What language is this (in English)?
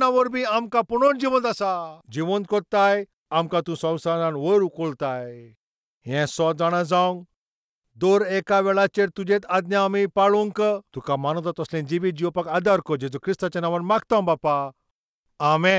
Konkani